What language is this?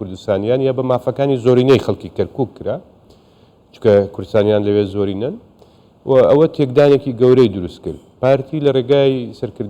Central Kurdish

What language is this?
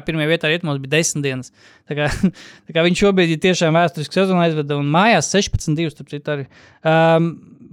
Latvian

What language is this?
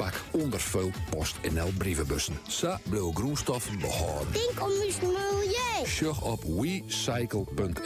Western Frisian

